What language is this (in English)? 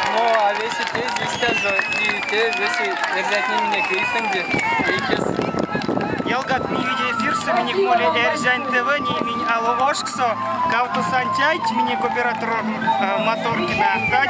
Erzya